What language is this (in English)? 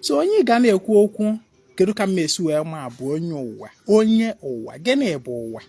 Igbo